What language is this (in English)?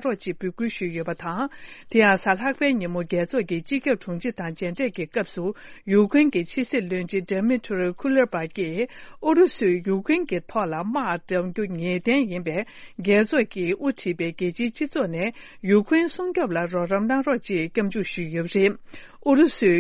Tibetan